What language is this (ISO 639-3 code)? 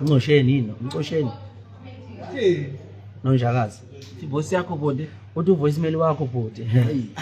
zul